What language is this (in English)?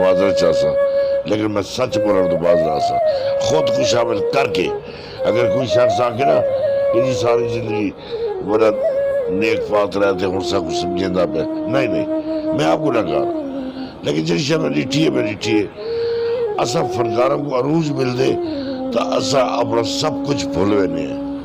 Saraiki